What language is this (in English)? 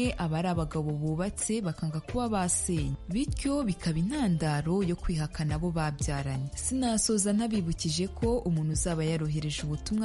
Kinyarwanda